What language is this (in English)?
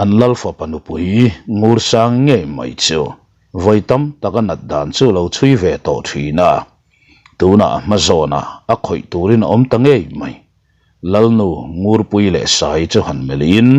Mizo